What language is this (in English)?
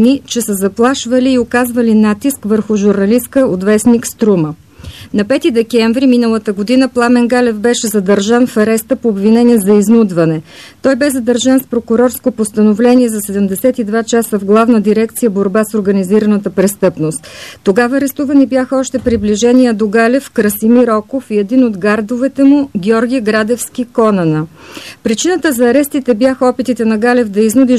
Bulgarian